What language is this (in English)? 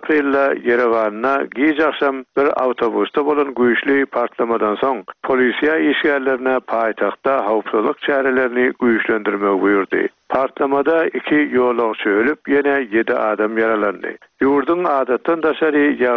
Turkmen